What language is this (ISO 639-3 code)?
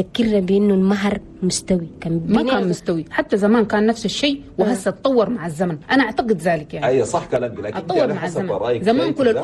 shu